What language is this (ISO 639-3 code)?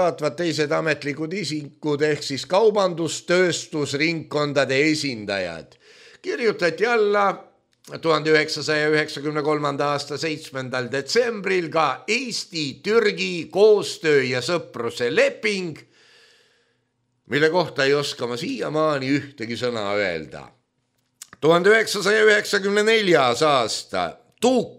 est